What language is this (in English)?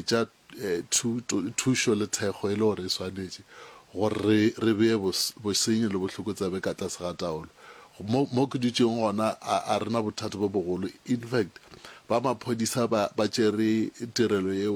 Northern Sotho